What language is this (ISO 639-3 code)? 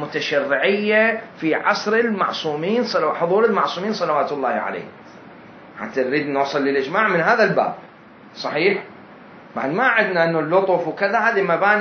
acm